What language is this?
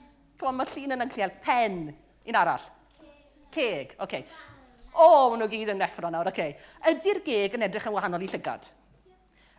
Welsh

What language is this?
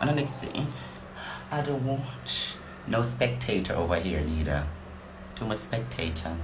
Jamaican Creole English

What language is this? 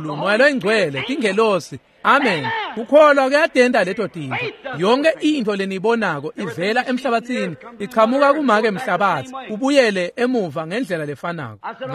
Swati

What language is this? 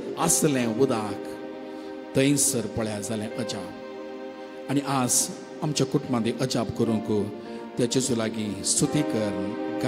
Konkani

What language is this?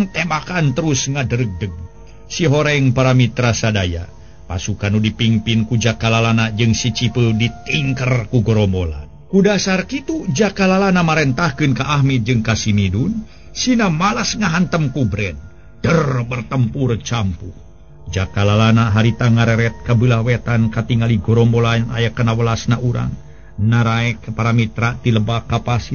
Sundanese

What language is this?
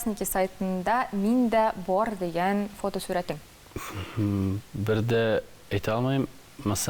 Tatar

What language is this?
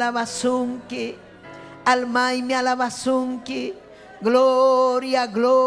Ayacucho Quechua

